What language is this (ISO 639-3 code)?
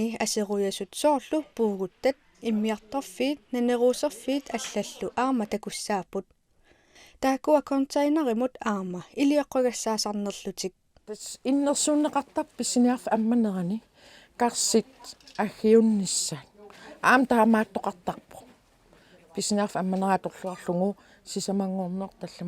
kal